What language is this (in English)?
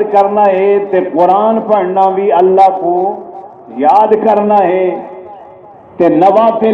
Saraiki